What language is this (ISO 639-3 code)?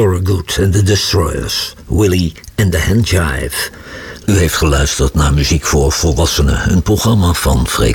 nld